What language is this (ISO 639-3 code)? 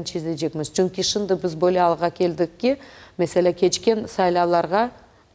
crh